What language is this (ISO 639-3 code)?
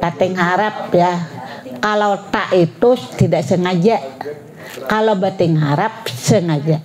bjn